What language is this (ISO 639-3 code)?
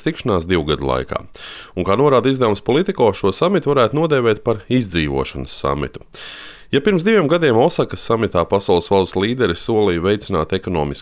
lav